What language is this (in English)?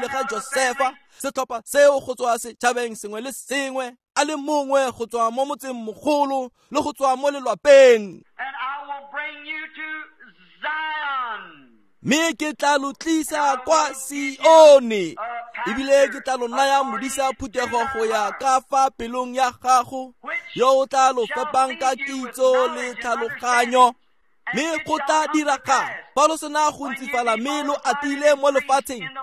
Tswana